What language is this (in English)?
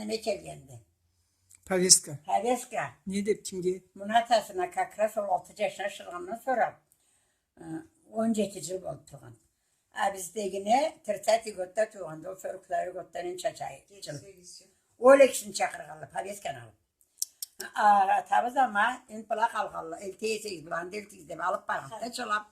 Karachay-Balkar